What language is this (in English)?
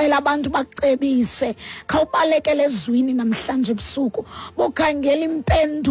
Xhosa